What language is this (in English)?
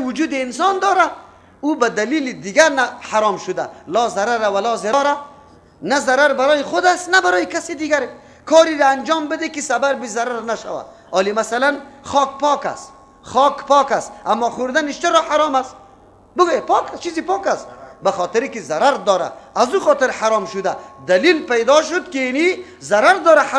Persian